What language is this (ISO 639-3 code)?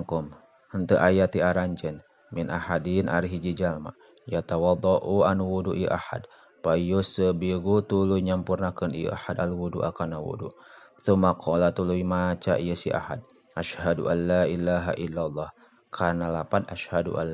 sun